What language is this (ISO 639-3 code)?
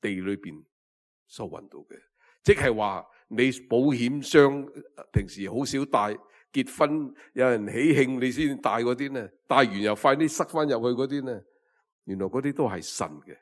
yue